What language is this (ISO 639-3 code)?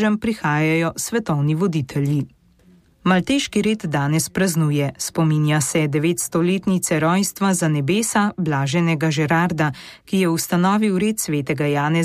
slv